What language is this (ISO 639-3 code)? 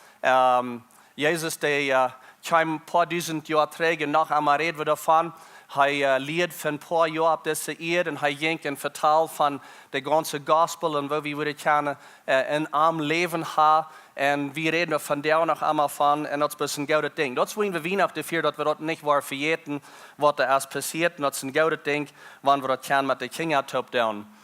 pdt